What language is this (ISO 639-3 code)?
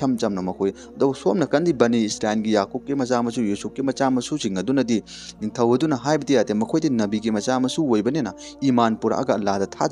mni